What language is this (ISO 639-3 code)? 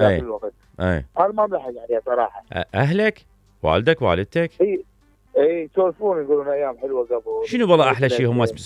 acm